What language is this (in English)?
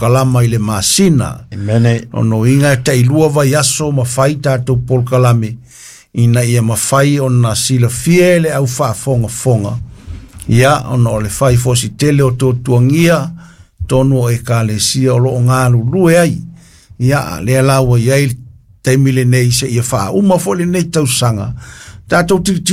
Samoan